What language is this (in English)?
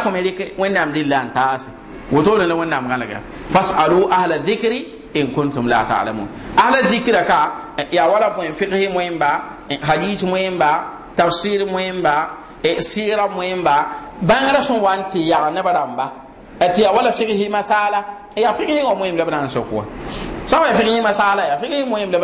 Mossi